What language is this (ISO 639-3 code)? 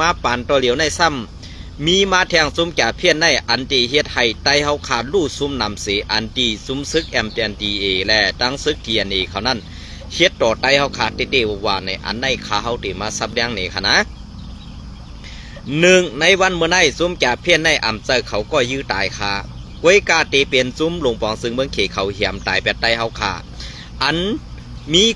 shn